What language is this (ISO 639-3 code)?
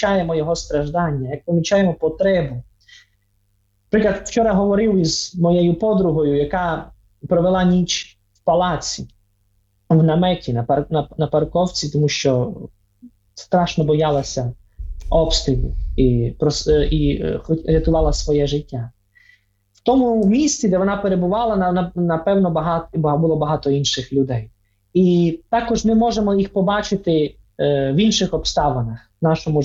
ukr